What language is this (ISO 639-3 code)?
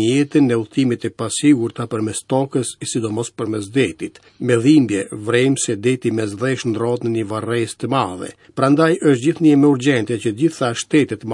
sqi